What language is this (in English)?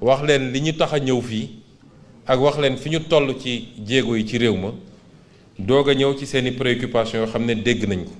Wolof